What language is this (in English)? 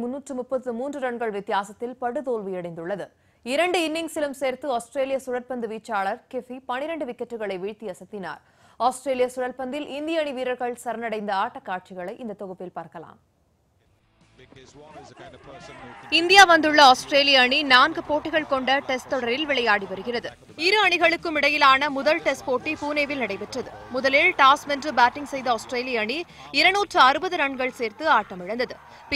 Tamil